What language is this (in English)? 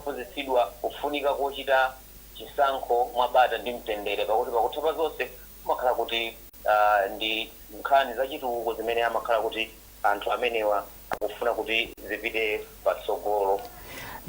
Nyanja